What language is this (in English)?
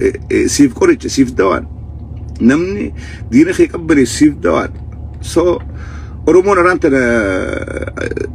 Oromo